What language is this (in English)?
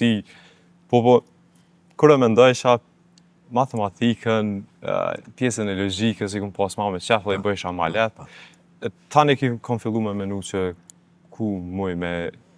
Albanian